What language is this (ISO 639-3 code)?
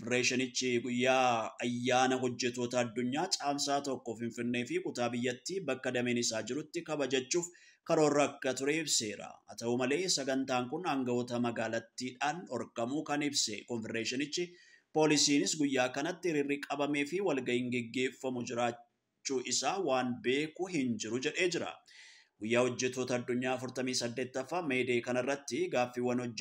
orm